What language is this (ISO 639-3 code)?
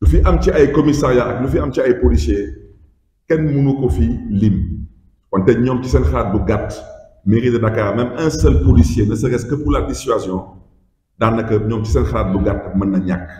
wol